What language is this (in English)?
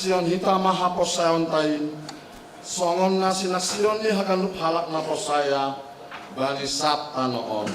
Batak Simalungun